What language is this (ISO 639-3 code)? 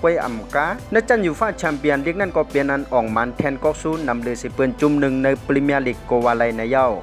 shn